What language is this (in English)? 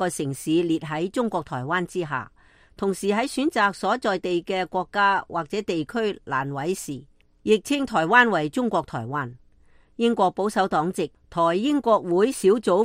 Cantonese